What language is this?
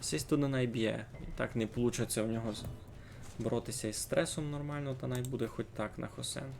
Rusyn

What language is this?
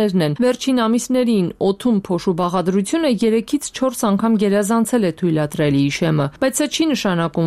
Armenian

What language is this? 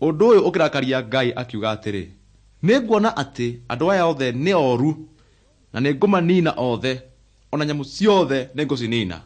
Kikuyu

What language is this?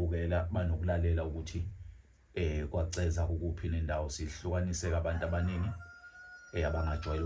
Zulu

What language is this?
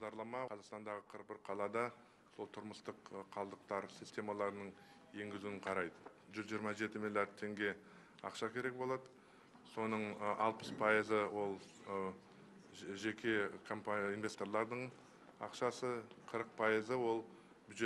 Kazakh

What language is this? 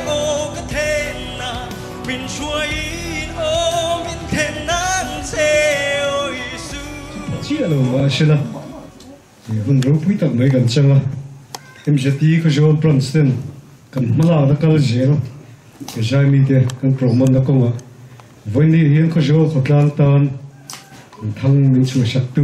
Vietnamese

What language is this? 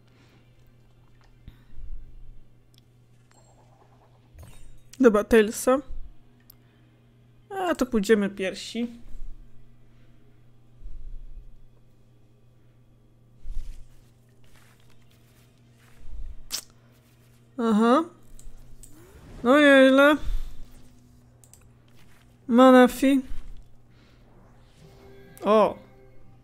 Polish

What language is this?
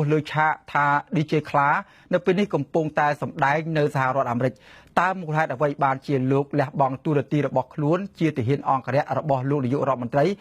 Khmer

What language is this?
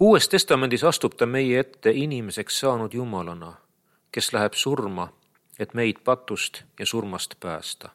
Estonian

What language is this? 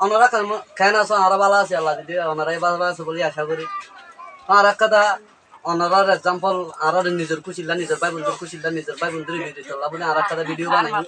Rohingya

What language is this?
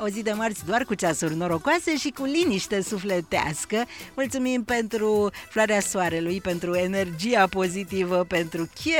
Romanian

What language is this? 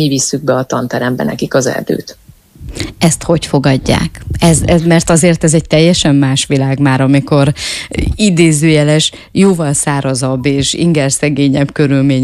Hungarian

